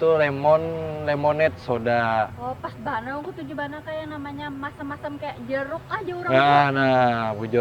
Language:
Banjar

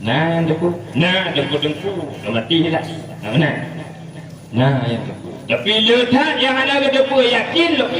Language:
Achinese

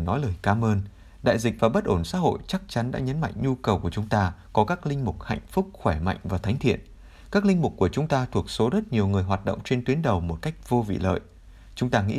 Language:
Vietnamese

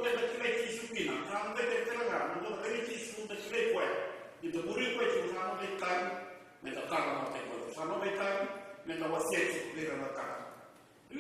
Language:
Fijian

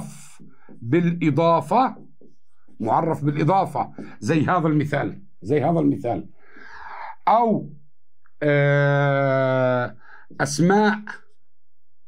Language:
South Levantine Arabic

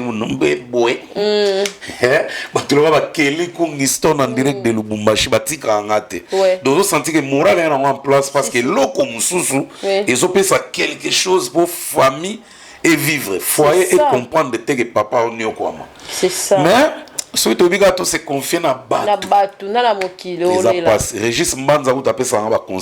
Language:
Lingala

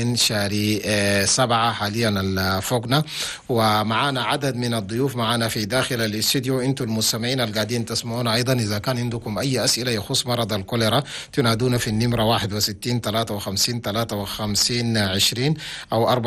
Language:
Chadian Arabic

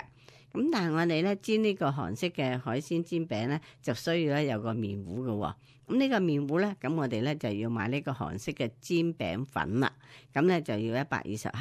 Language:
Cantonese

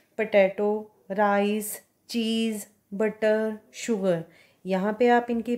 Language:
Hindi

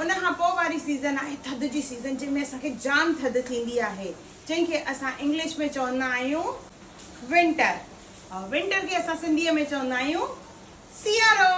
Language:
Sindhi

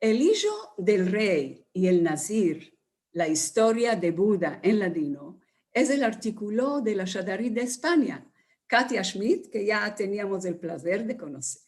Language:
Ladino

